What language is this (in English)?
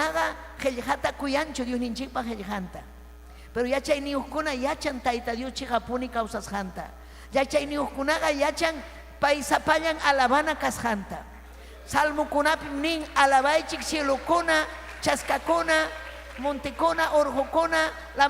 Ayacucho Quechua